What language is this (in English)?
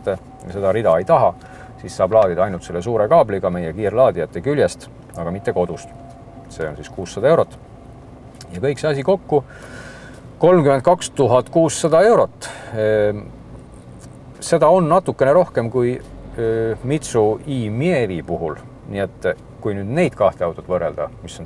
Estonian